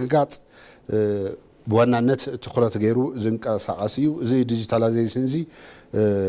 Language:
Tigrinya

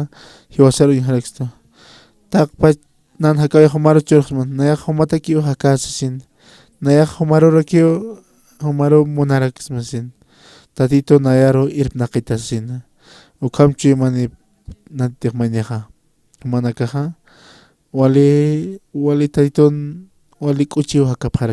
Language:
Aymara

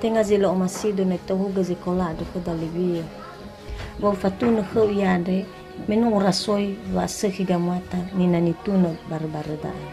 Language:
Nias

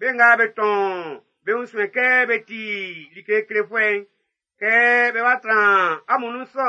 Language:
Baoulé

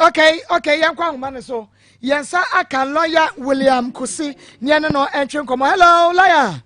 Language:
Akan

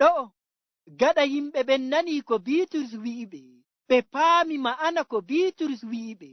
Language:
Fula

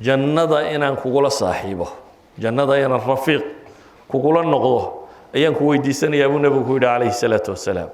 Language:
Somali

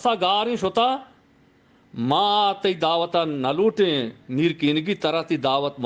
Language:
Eastern Balochi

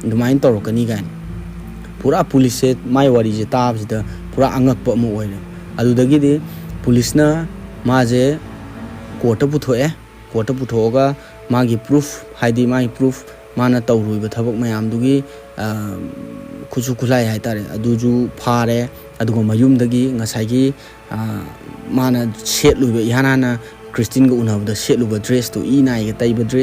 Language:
Manipuri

